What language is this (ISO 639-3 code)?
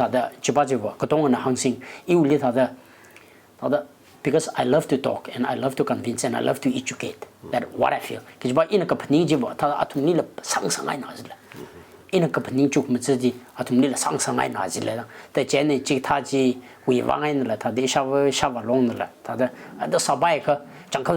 nmf